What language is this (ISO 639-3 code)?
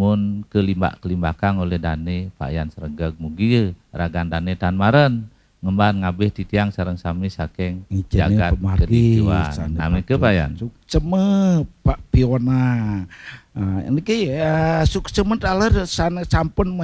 ban